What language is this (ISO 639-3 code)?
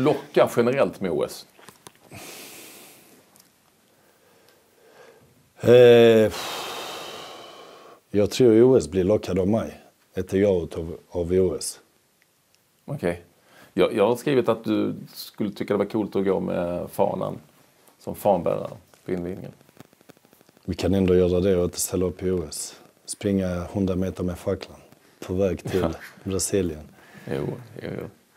swe